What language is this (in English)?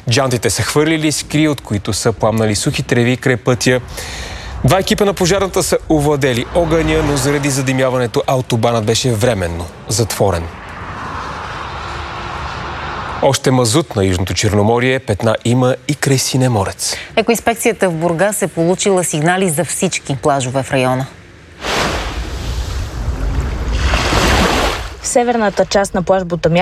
Bulgarian